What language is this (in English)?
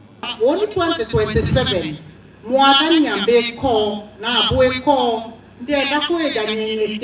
Meru